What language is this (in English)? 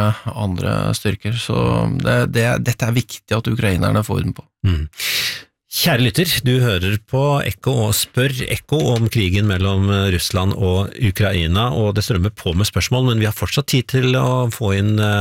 Norwegian